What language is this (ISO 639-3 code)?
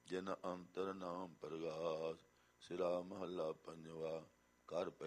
pan